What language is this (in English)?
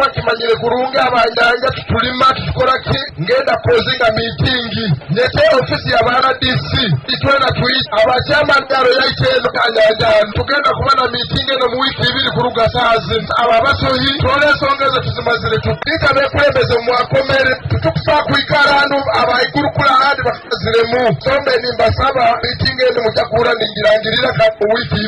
Nyoro